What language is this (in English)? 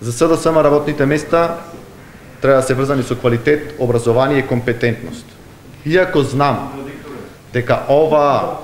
Macedonian